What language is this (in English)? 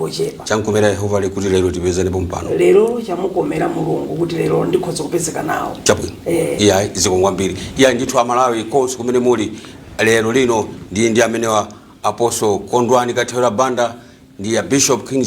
Nyanja